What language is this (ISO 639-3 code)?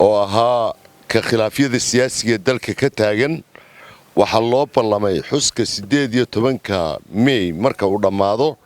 som